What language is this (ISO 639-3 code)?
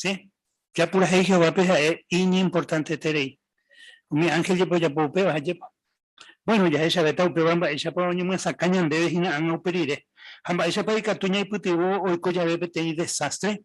grn